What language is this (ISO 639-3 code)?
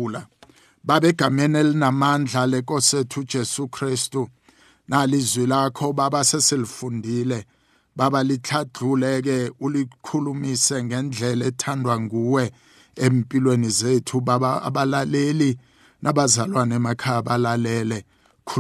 nbl